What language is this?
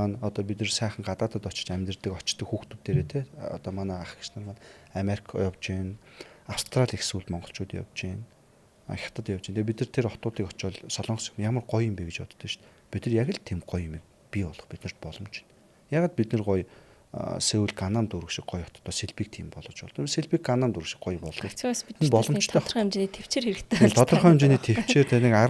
Mongolian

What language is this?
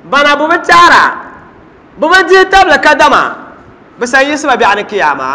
Dagbani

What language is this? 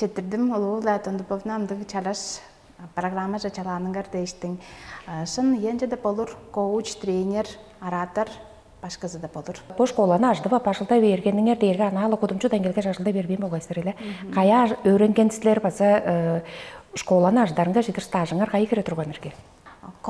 Tuvinian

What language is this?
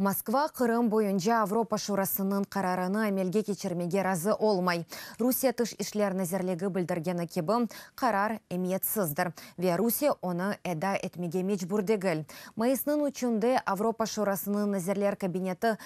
Crimean Tatar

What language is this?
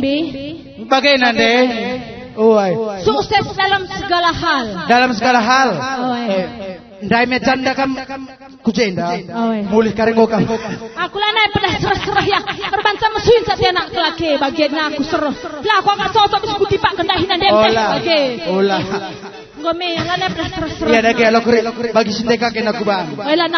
Batak Karo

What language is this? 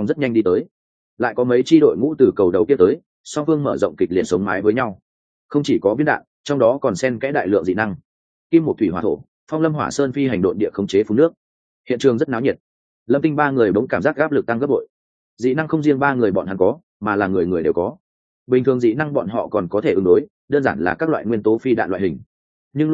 Vietnamese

